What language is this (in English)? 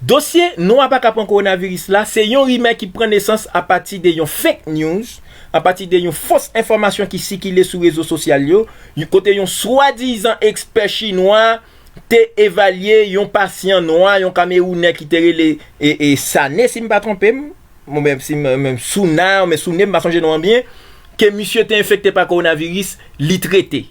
Haitian Creole